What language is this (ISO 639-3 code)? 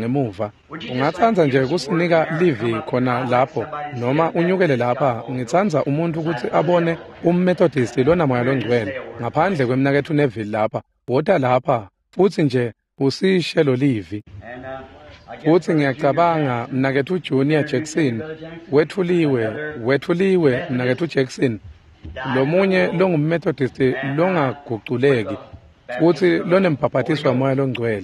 ssw